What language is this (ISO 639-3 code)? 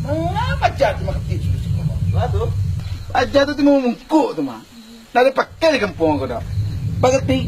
min